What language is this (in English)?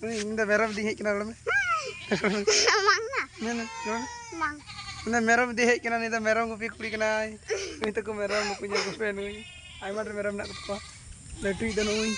Santali